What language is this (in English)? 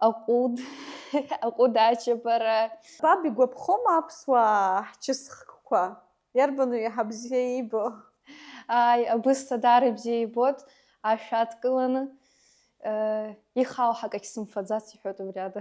Abkhazian